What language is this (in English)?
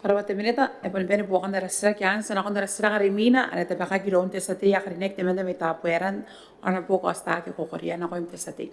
Gilbertese